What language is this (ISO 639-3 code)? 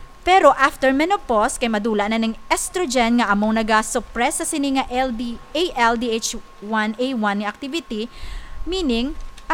hil